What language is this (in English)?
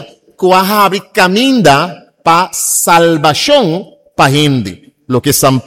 Papiamento